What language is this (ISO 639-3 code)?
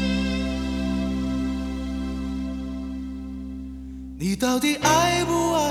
zho